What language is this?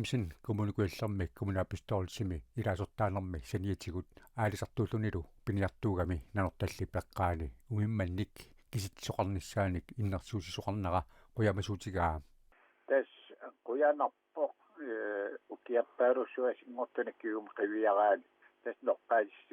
Kalaallisut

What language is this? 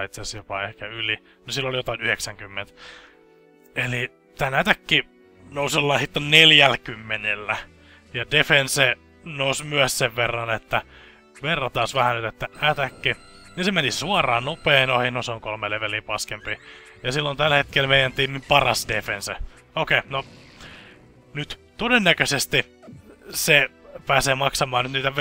Finnish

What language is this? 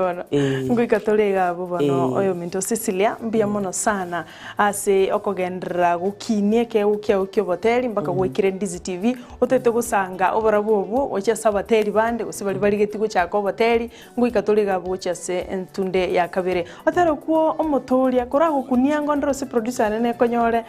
Gusii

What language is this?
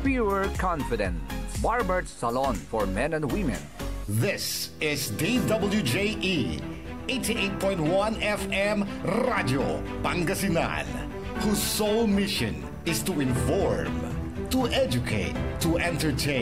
Pangasinan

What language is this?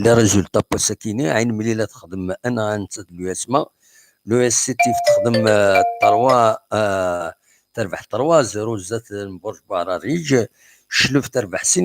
Kabyle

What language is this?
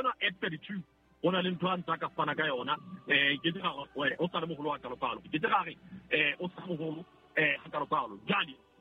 Southern Sotho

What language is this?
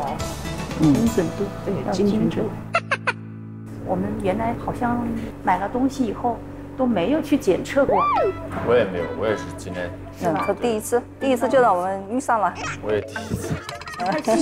Chinese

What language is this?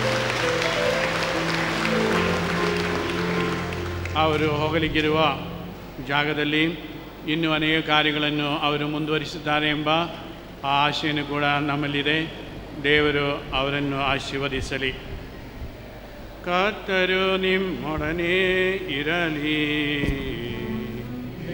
Kannada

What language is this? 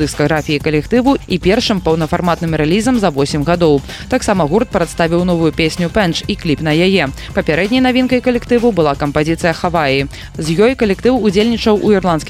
Belarusian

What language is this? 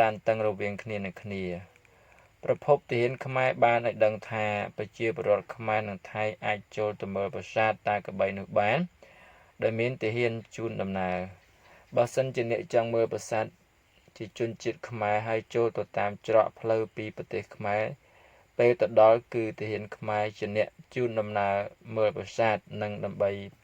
Khmer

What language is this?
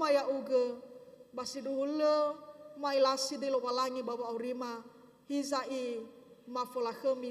Nias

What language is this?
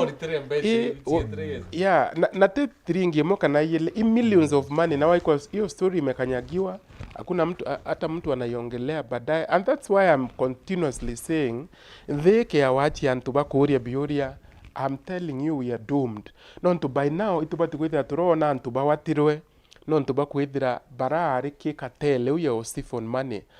Meru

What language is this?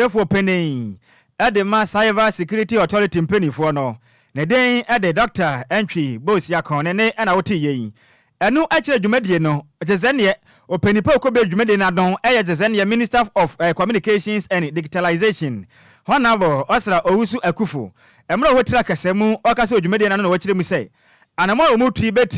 Akan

